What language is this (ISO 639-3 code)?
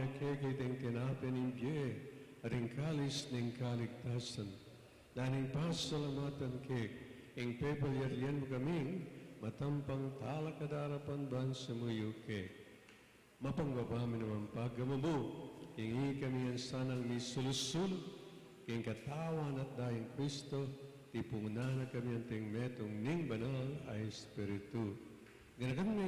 pam